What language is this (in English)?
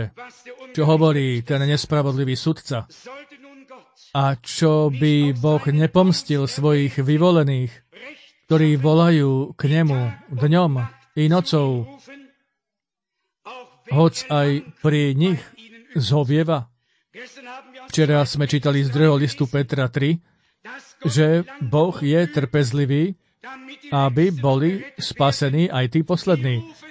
Slovak